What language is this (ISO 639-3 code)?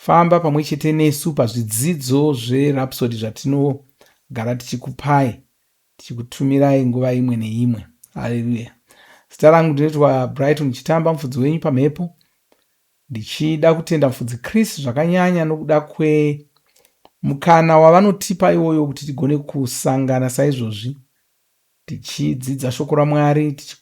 sna